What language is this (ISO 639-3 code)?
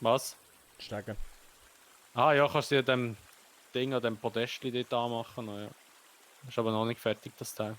gsw